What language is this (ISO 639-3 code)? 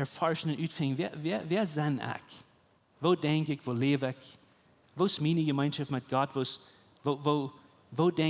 pdt